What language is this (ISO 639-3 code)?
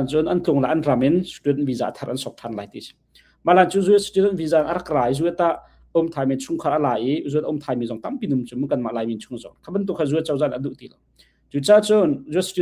cnh